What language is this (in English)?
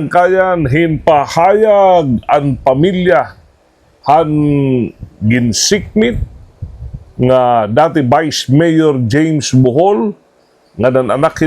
Waray